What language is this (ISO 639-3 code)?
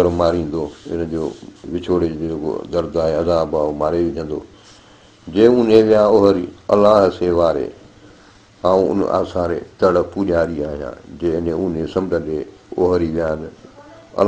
snd